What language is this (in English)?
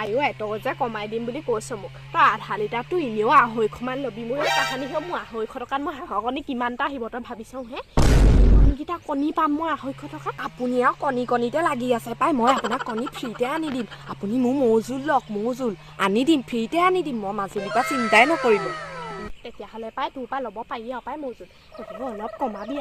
Assamese